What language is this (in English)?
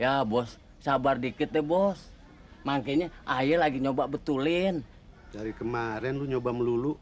Betawi